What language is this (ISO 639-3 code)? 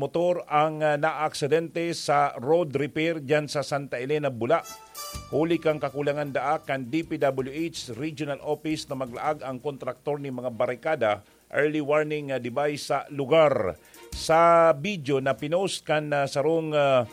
bik